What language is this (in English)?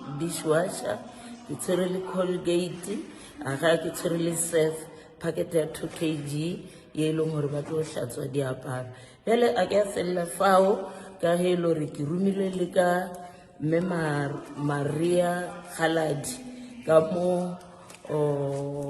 Northern Sotho